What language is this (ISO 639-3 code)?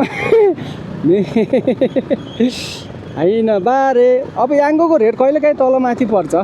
nep